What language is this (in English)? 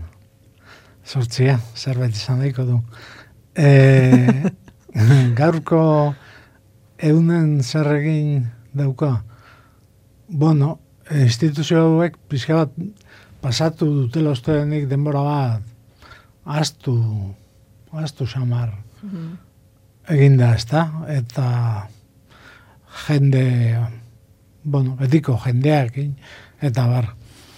Basque